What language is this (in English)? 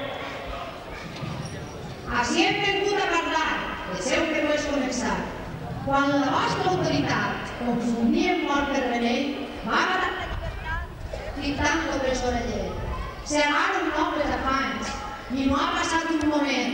Catalan